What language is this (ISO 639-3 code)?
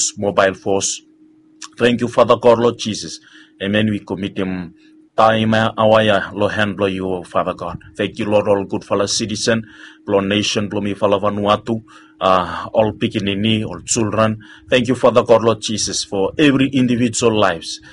bis